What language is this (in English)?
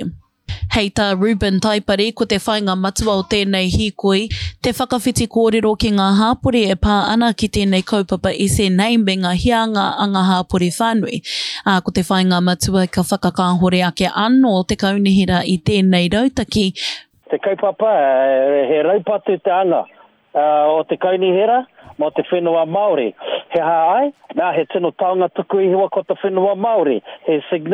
Māori